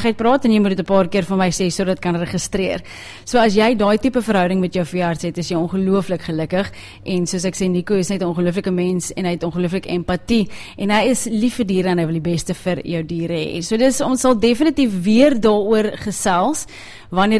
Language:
Afrikaans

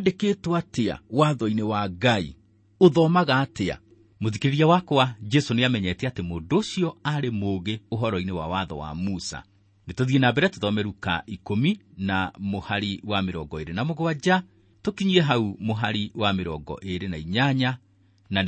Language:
Kikuyu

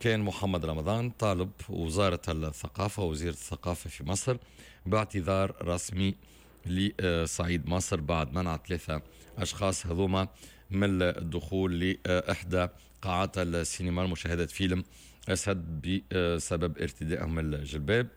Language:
Tunisian Arabic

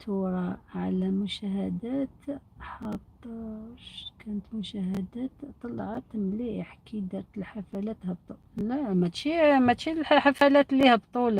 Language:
Algerian Arabic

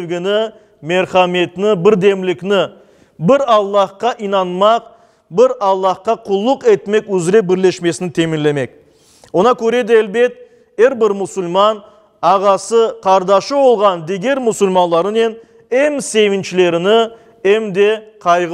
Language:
Crimean Tatar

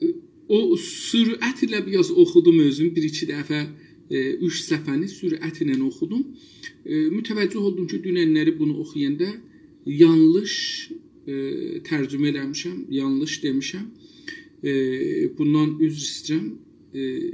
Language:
South Azerbaijani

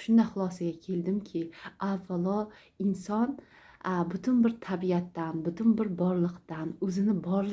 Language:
Uzbek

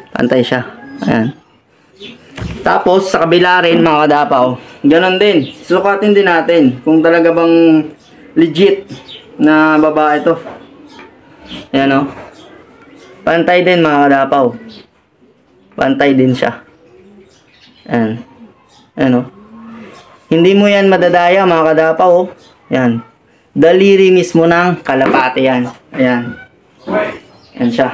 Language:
Filipino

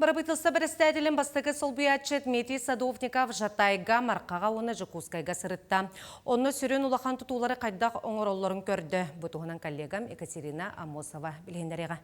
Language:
Yakut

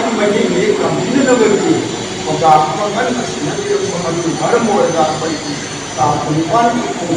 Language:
Manipuri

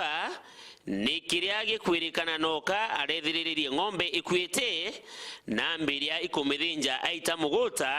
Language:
Meru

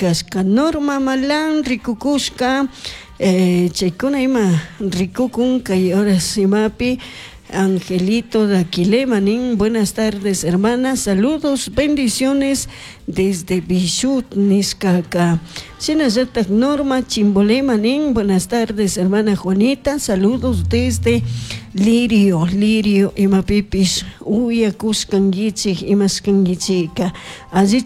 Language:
Chimborazo Highland Quichua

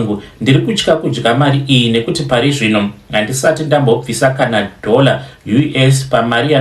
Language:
Shona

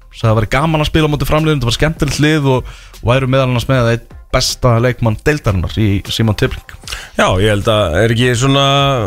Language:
Icelandic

